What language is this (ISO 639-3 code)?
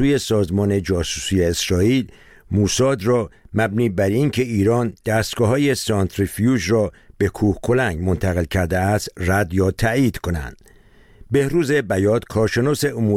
fas